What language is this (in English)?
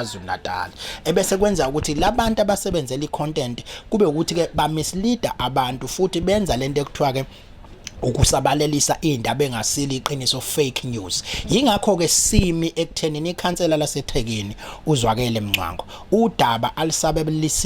Zulu